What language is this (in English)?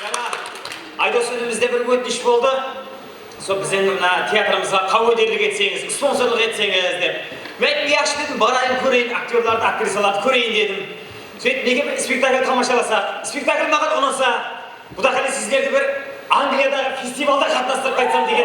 Kara-Kalpak